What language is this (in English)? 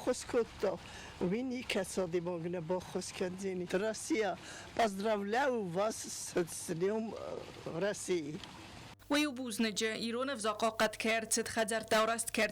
Ossetic